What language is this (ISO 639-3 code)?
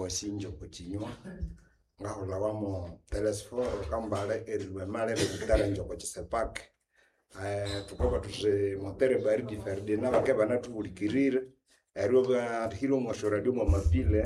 nnb